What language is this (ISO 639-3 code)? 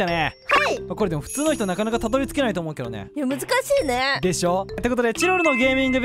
jpn